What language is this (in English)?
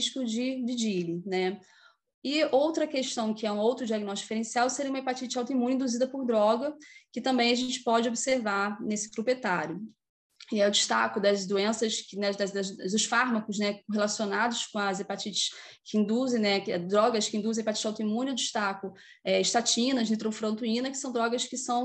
Portuguese